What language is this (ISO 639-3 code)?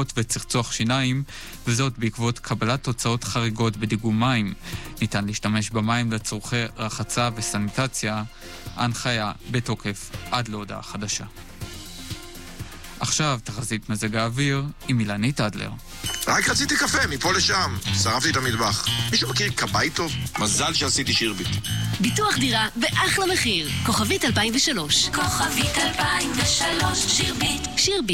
heb